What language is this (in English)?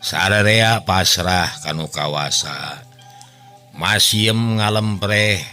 Sundanese